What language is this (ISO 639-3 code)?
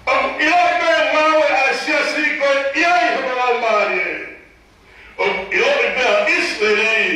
ton